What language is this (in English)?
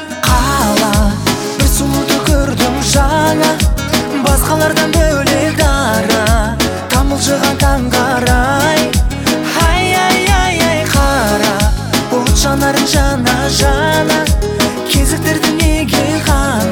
Kazakh